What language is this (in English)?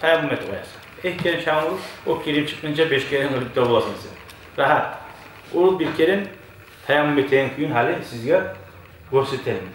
Kumyk